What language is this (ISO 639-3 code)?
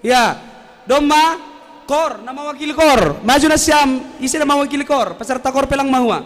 bts